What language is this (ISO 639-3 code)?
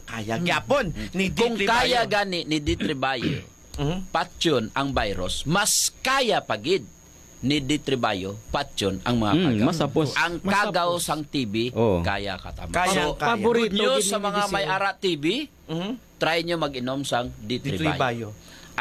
hil